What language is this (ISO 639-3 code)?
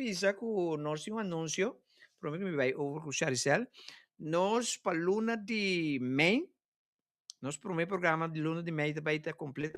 pap